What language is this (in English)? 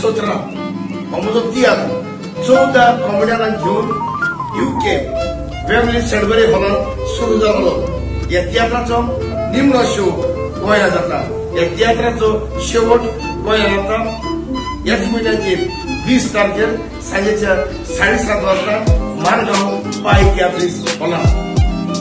Konkani